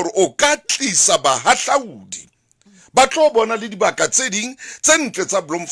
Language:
Southern Sotho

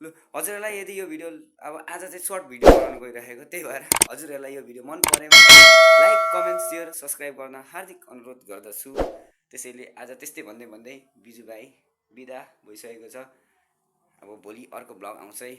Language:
Nepali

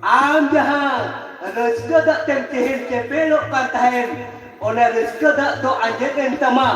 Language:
Santali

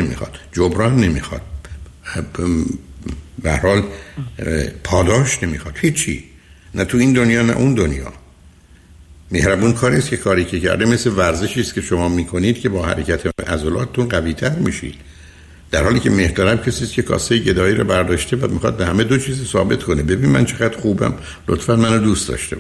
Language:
Persian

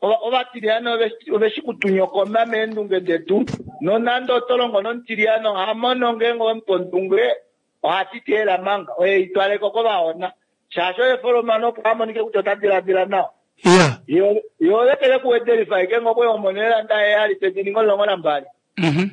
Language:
Kuanyama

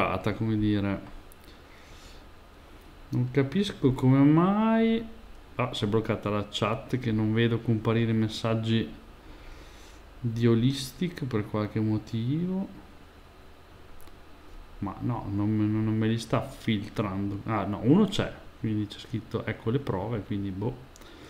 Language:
Italian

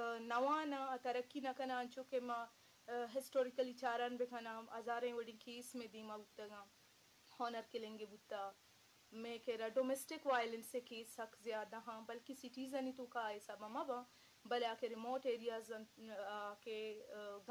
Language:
Eastern Balochi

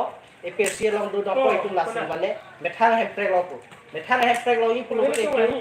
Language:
Karbi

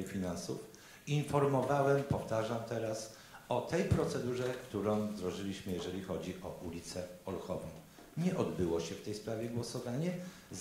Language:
Polish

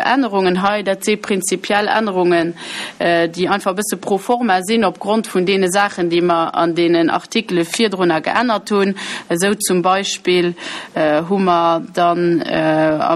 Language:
Luxembourgish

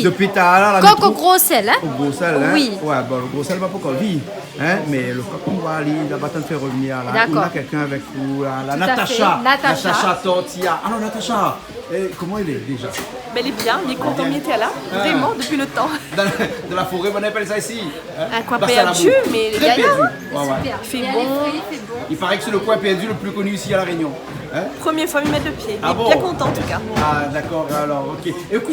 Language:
Réunion Creole French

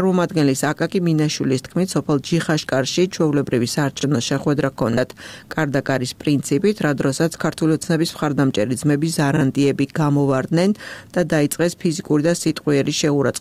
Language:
Georgian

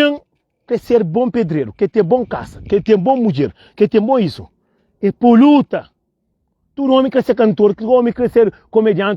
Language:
Kabuverdianu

